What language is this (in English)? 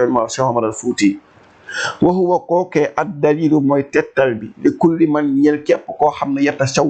Wolof